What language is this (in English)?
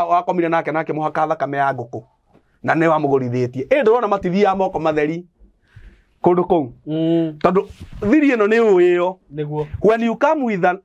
Kikuyu